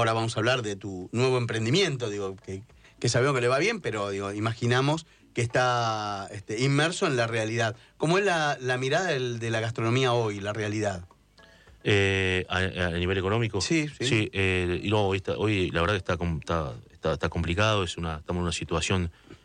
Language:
Spanish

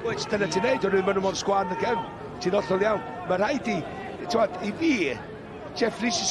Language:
Welsh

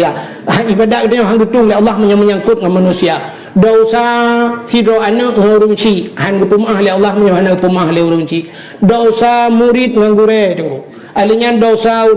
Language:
Achinese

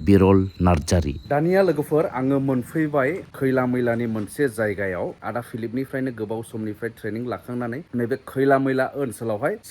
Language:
Bodo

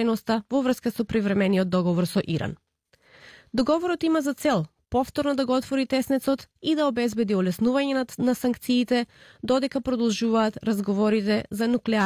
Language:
Macedonian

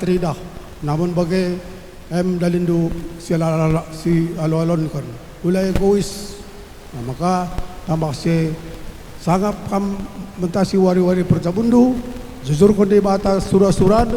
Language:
Batak Karo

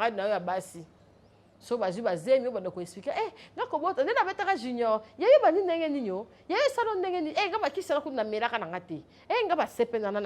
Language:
Lingala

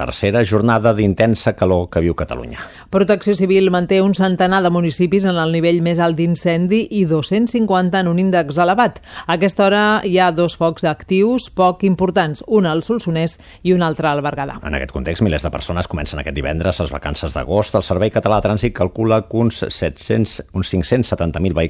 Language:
Catalan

